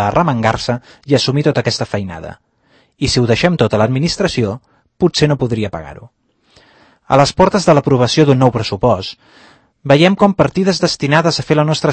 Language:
Catalan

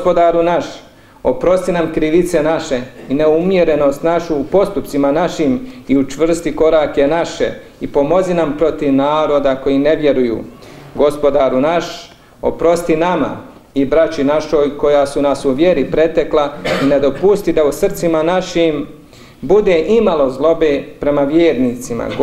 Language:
Bosnian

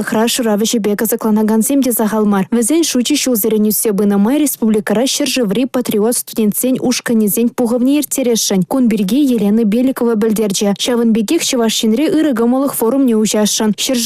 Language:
Chuvash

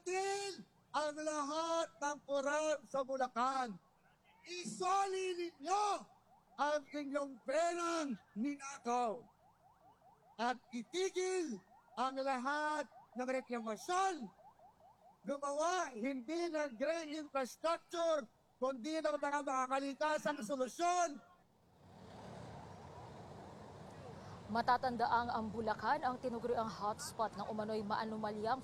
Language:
Filipino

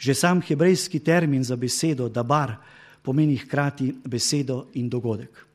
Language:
Slovenian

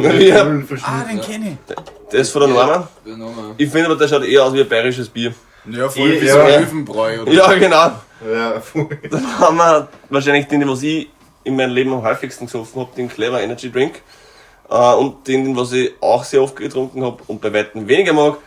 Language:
Bavarian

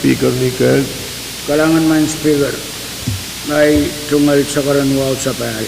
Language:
Pohnpeian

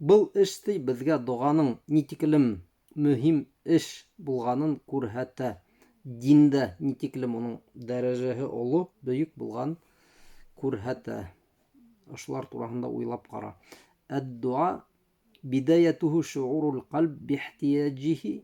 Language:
Bashkir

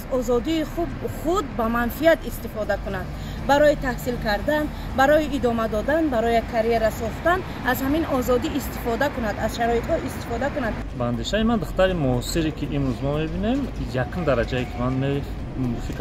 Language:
Tajik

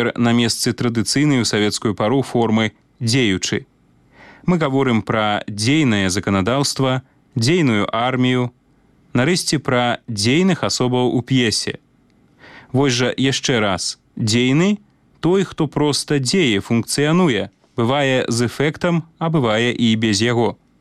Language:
Belarusian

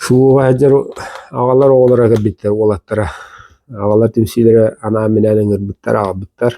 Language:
Yakut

